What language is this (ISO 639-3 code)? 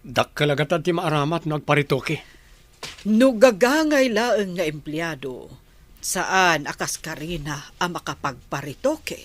ilo